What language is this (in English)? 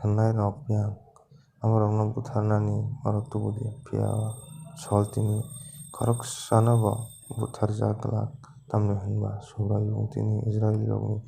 Kok Borok